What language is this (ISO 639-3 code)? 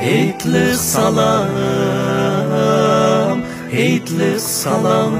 uig